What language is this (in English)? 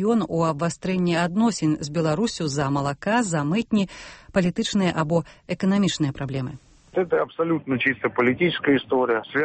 Belarusian